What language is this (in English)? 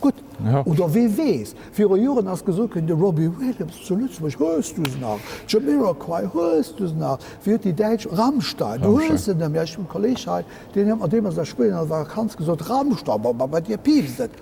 Luxembourgish